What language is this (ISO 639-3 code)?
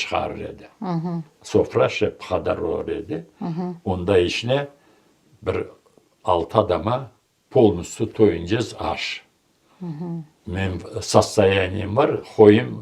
crh